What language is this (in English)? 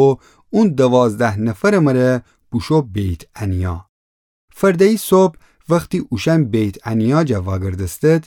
Gilaki